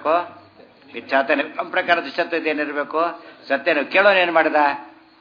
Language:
Kannada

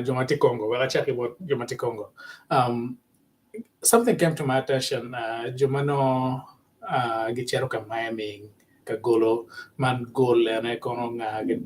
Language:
Acoli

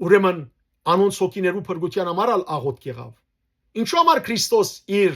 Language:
Western Armenian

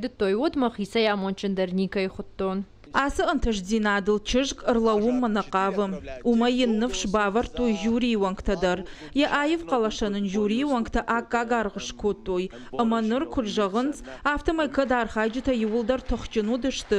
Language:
Ossetic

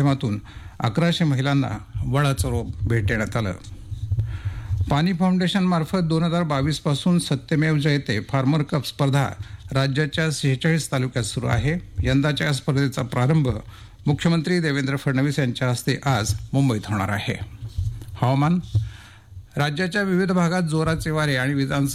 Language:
Marathi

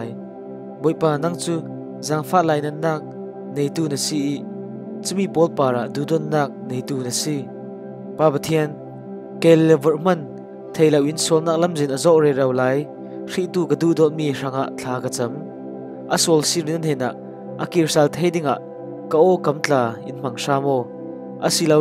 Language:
Falam Chin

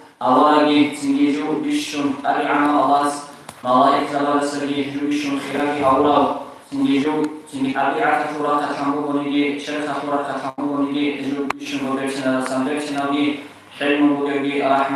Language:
Avaric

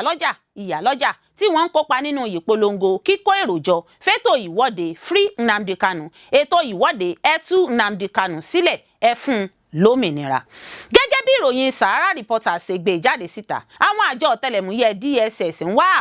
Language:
Yoruba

